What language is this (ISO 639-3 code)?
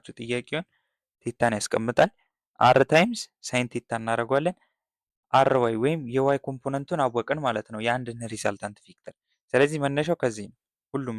amh